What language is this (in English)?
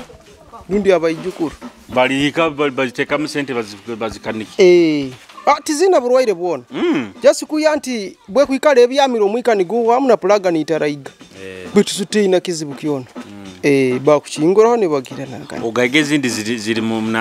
Nyoro